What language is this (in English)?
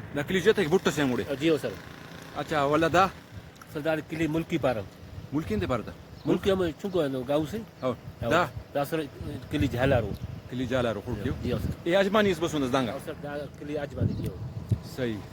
Brahui